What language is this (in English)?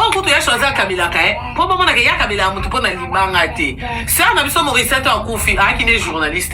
Lingala